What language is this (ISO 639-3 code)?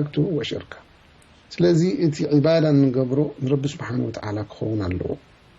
tir